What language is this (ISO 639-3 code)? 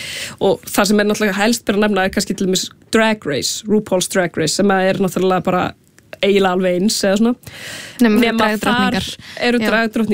isl